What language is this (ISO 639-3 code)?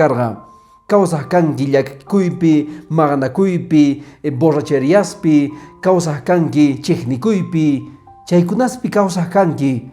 que